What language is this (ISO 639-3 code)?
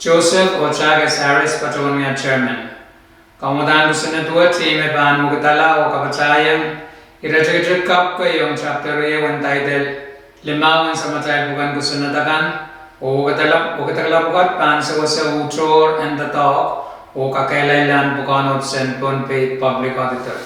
pon